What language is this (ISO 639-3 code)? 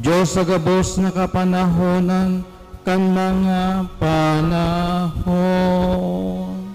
bik